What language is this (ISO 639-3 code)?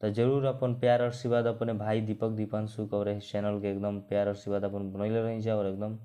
bho